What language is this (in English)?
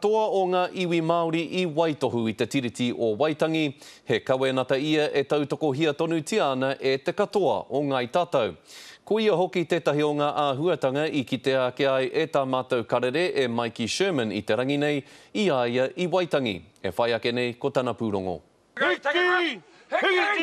Māori